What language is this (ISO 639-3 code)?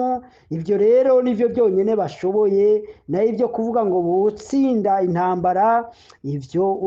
run